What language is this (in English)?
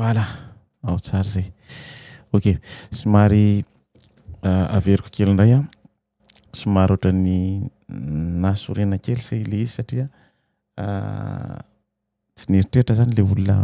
Malagasy